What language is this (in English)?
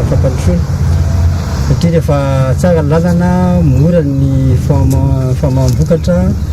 Malagasy